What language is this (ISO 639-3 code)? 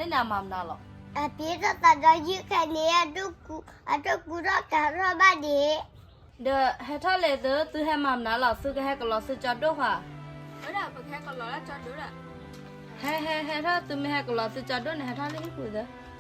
ksw